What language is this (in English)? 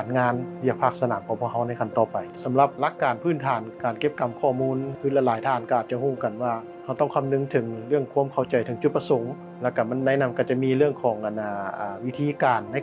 Lao